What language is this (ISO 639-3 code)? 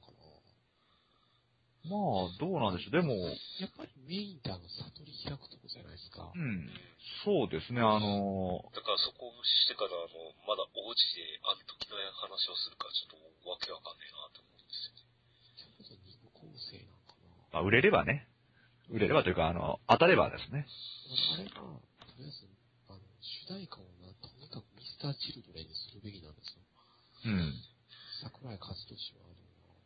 jpn